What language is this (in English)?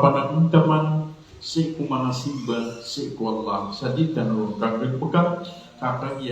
Maranao